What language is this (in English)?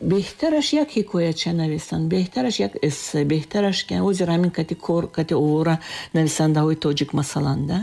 Tajik